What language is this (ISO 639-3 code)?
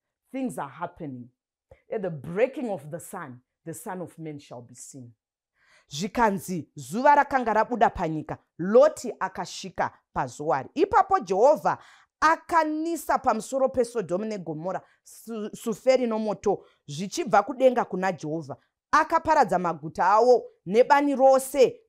sna